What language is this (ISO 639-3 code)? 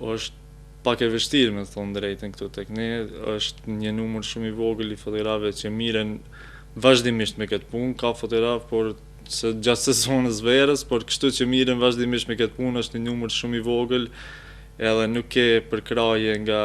sqi